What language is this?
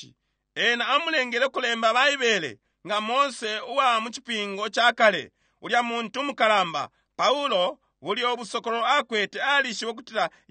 Bemba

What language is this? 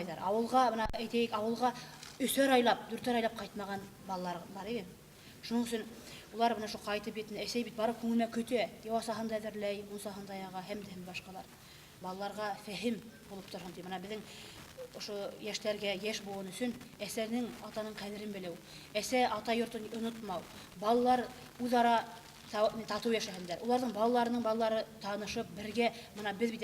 Bashkir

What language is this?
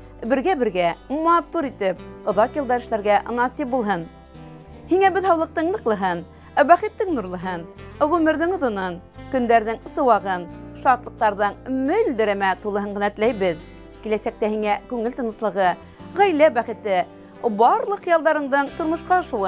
Bashkir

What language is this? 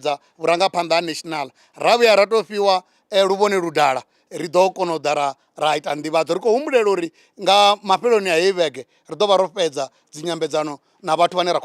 Venda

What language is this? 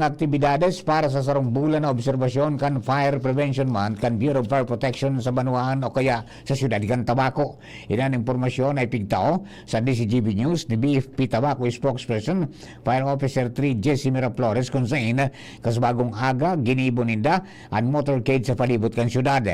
Bikol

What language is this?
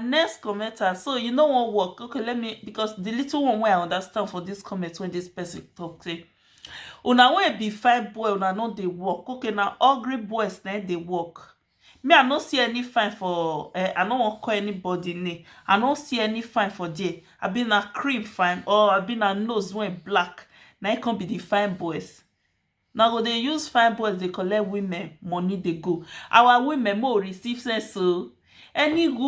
Nigerian Pidgin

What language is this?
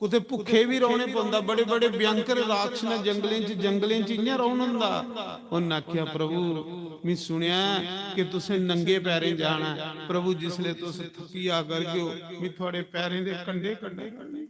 Dogri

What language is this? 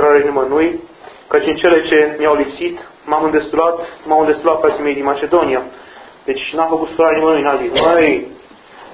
Romanian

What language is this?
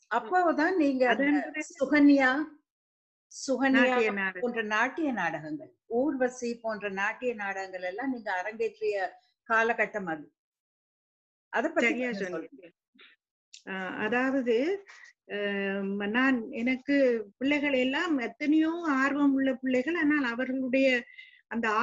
Tamil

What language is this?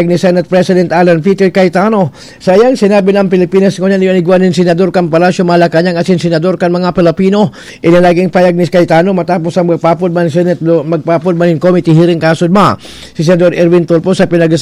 Bikol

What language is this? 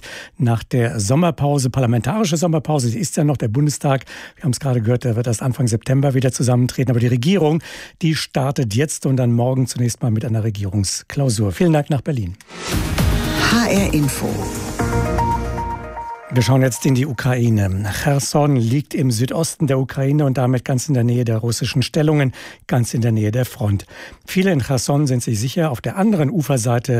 German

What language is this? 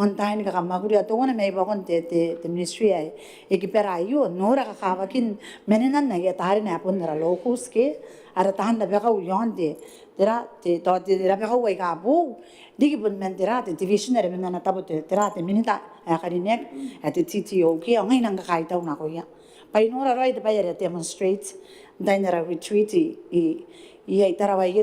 Gilbertese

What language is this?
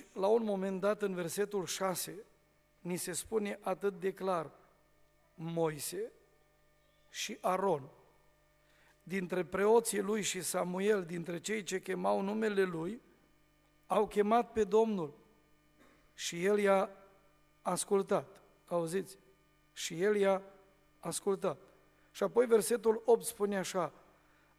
Romanian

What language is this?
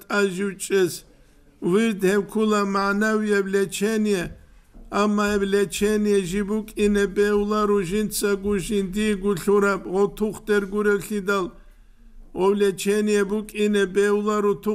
Avaric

